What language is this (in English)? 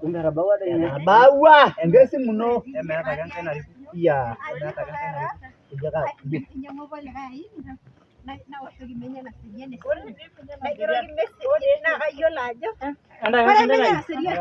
Masai